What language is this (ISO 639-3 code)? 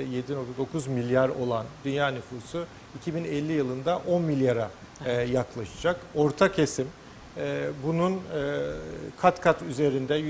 tur